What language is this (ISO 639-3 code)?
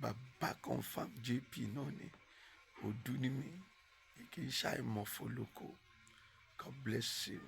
yor